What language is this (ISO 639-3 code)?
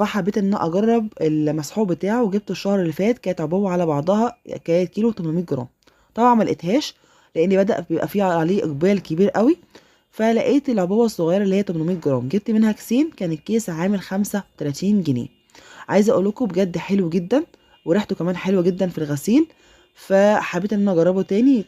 arz